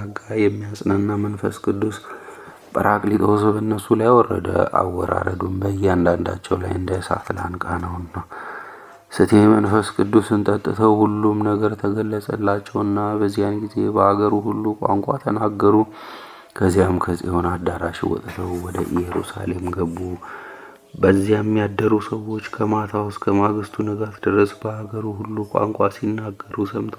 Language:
Amharic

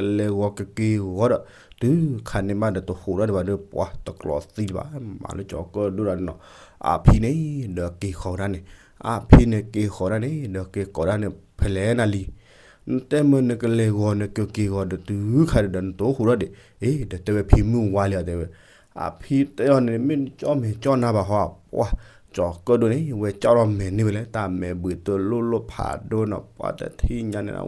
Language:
S'gaw Karen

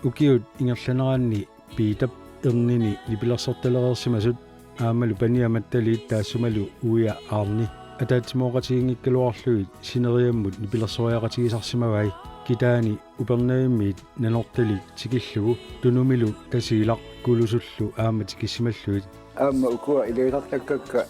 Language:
Kalaallisut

